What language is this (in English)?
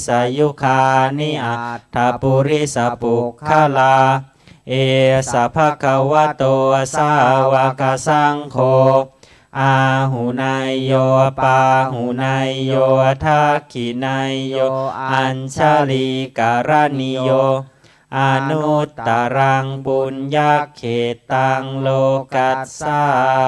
Pali